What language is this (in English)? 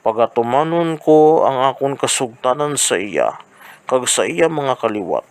Hiligaynon